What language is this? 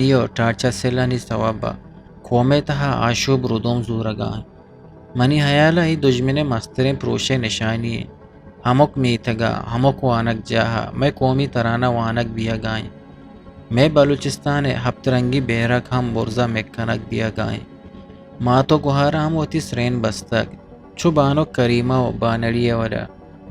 Eastern Balochi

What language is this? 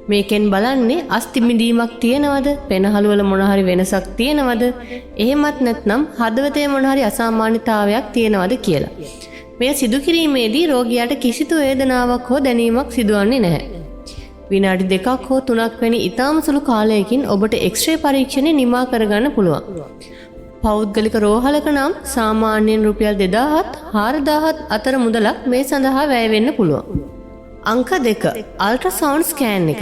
Sinhala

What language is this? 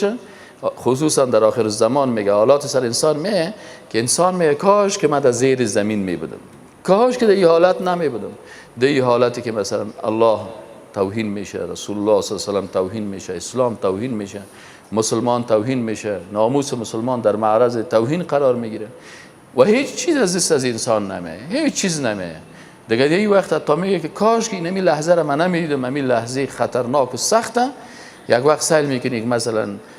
Persian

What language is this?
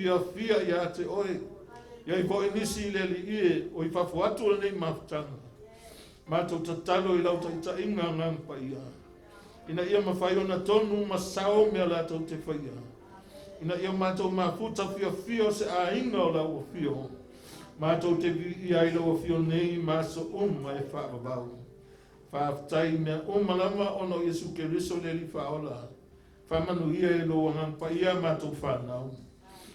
Samoan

